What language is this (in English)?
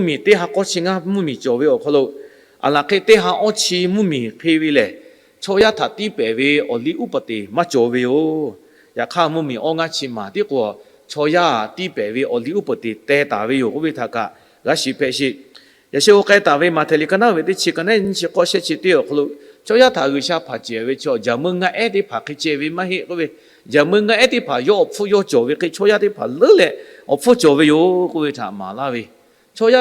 Lahu